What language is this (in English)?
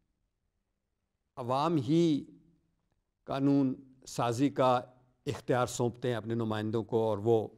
Urdu